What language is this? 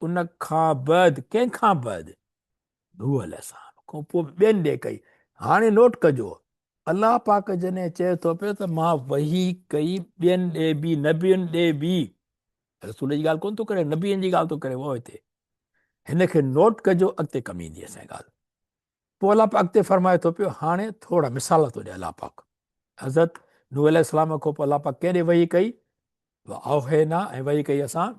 Sindhi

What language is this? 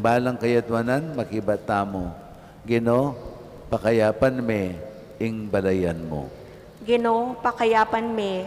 Pampanga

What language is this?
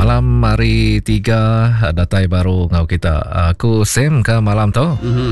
Iban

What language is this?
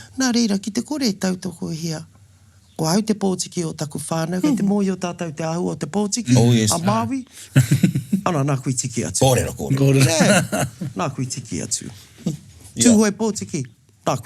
Māori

